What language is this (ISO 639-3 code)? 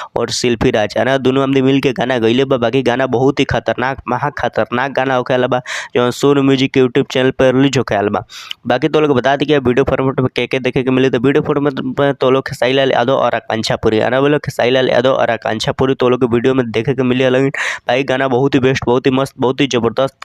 bho